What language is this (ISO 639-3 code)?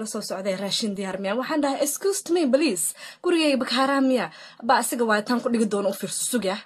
som